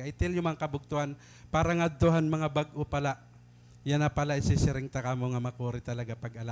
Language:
Waray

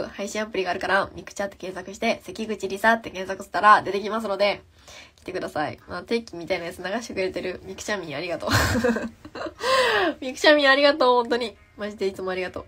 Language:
Japanese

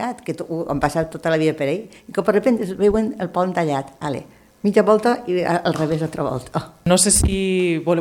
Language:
Catalan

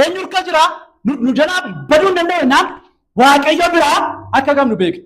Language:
Oromo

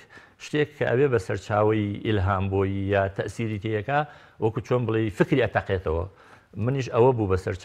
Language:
Central Kurdish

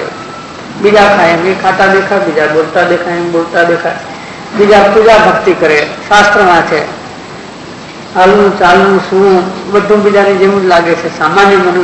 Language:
Gujarati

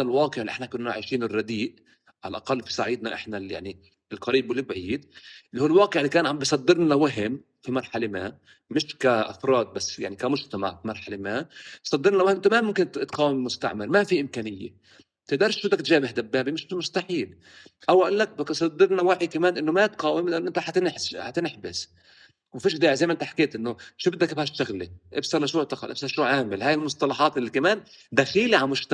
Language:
North Levantine Arabic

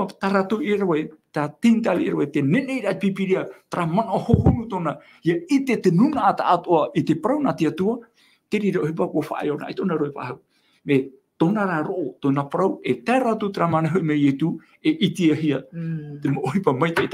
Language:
Tahitian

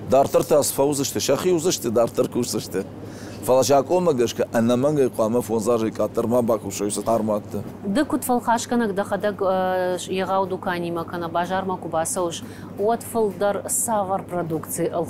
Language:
Ossetic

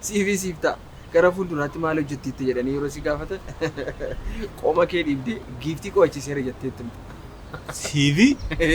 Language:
Oromo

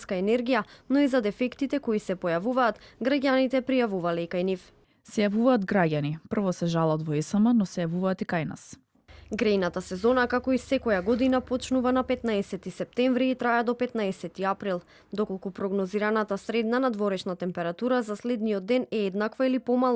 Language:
Macedonian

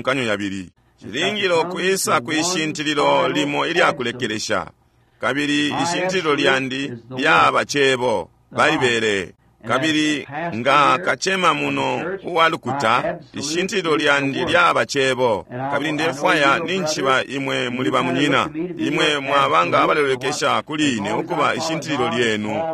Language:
Bemba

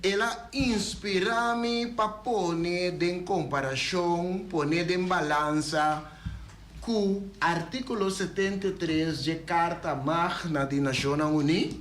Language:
Papiamento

